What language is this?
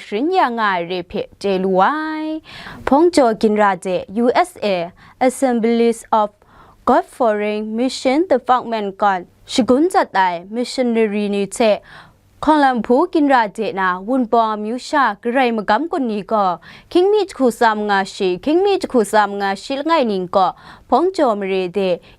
Kachin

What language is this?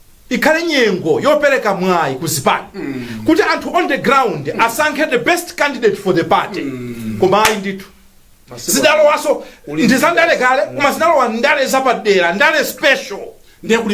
Nyanja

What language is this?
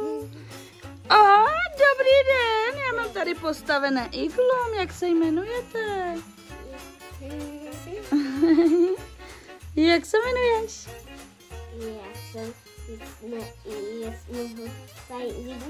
Czech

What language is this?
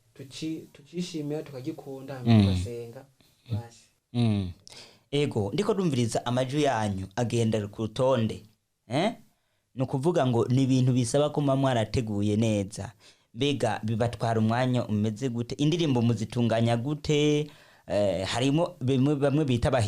Rundi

